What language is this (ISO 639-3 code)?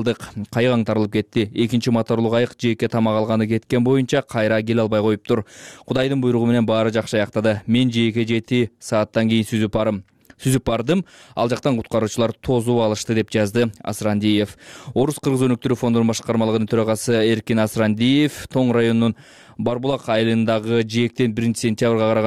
kir